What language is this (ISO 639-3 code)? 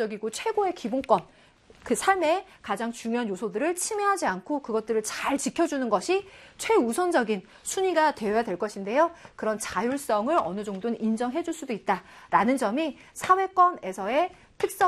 kor